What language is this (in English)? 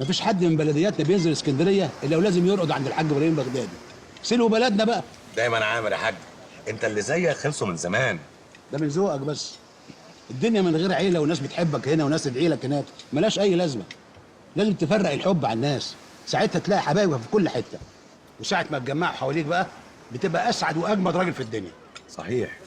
Egyptian Arabic